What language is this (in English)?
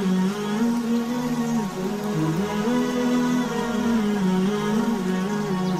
Divehi